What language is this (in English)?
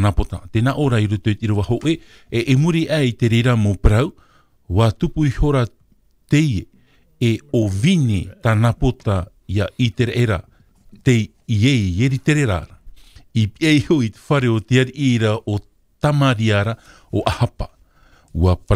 Tahitian